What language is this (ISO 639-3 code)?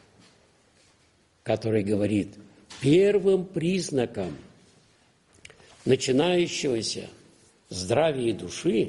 rus